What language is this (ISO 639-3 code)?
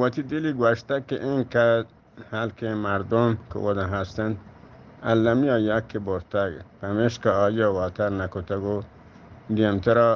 bgp